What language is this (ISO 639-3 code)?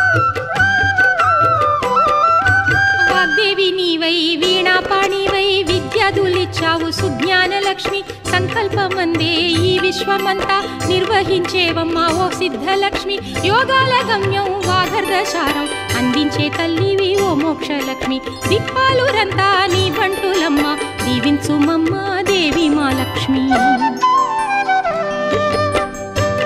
tel